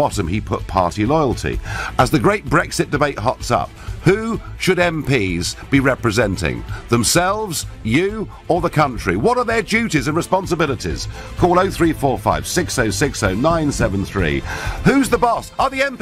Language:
English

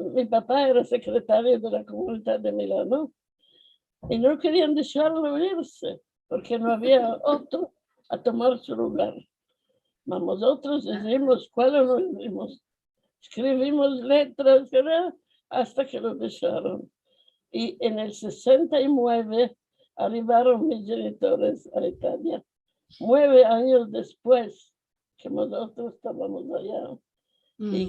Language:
Ladino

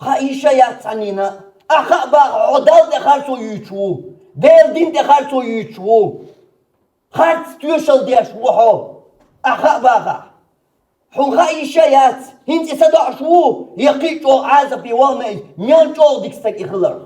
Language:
Chechen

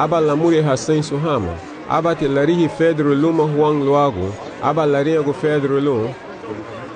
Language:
Garifuna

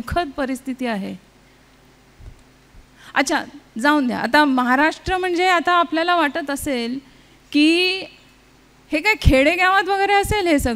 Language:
Marathi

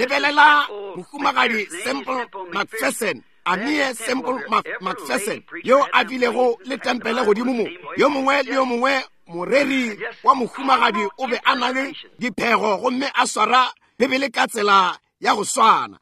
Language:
Northern Sotho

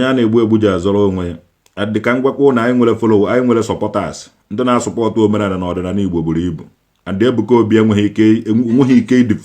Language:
Igbo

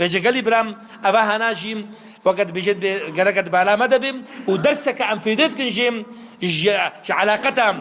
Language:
Kurdish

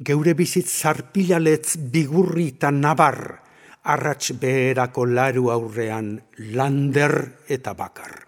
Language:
Basque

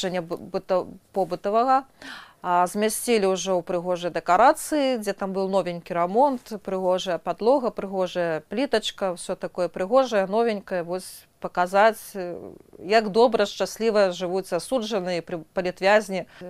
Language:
Belarusian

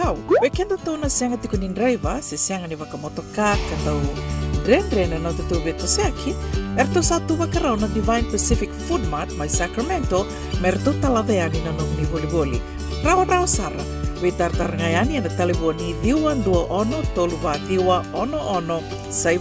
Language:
Fijian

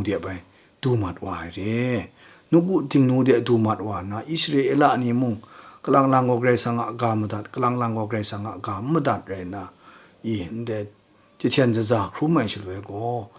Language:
Kachin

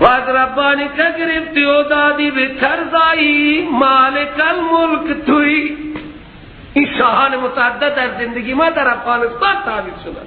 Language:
Persian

